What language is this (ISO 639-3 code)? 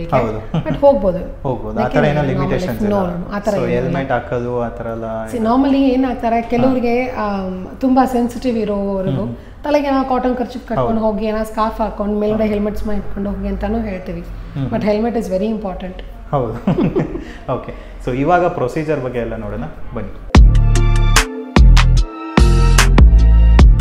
kan